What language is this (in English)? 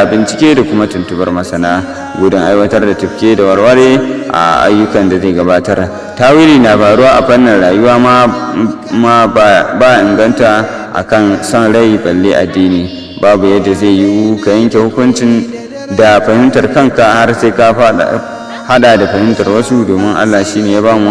Hausa